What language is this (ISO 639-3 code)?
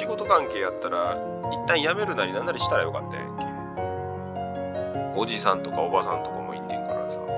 jpn